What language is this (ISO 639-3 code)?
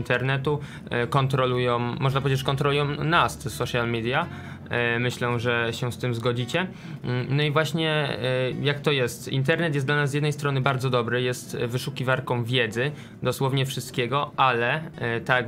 pol